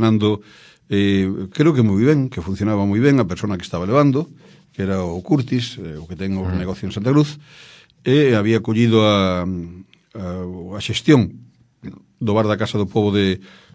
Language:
Galician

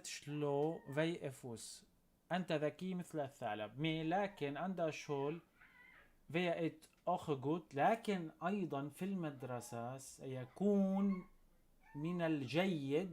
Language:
North Levantine Arabic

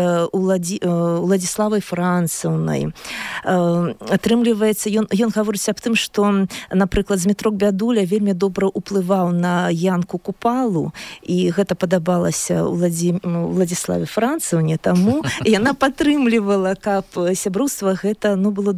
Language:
Belarusian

